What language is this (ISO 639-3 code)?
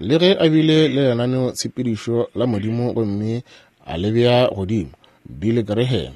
nso